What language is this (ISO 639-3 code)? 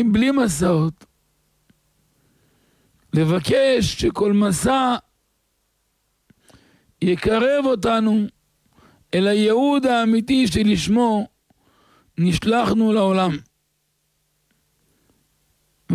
heb